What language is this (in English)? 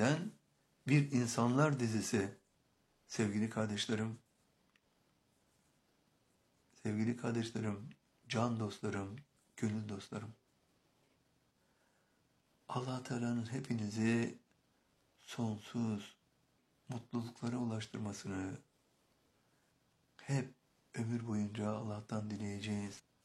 Turkish